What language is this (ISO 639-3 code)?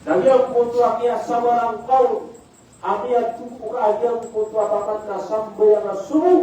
mrw